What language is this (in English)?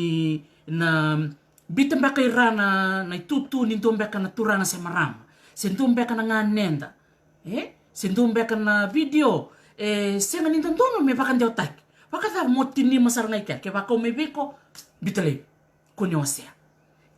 Fijian